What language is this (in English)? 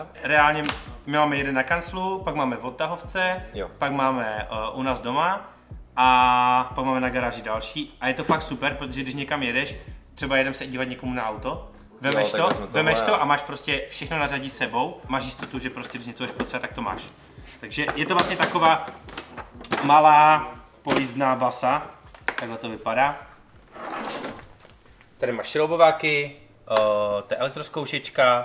Czech